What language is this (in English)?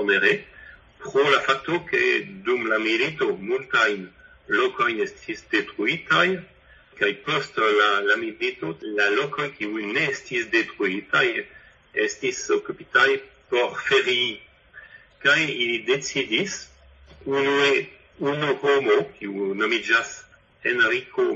Esperanto